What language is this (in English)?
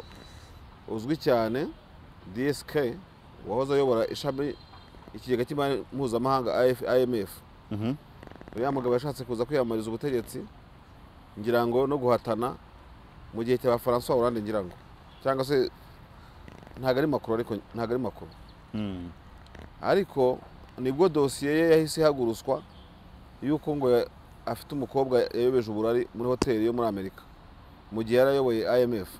Kinyarwanda